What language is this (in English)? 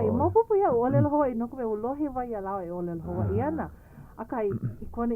Hawaiian